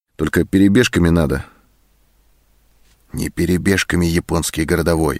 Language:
Russian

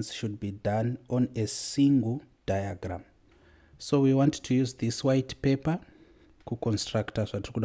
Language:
Shona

